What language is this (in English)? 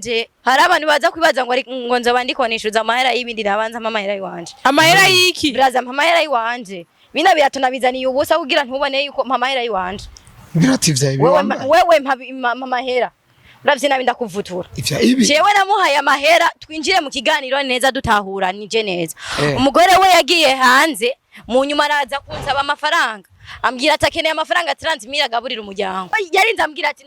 Rundi